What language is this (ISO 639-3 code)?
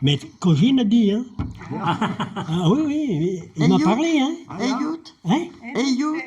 bre